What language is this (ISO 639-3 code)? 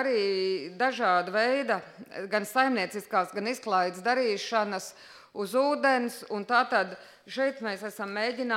lav